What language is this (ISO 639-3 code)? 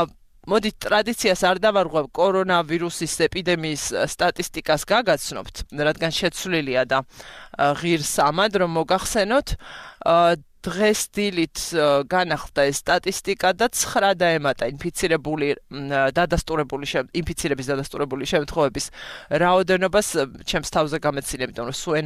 kat